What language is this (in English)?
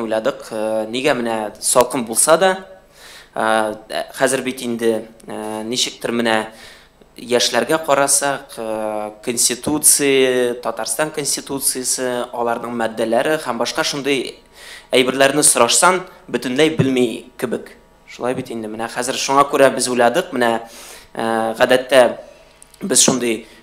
Tatar